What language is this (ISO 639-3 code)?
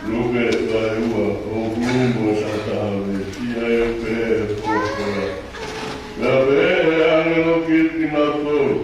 ton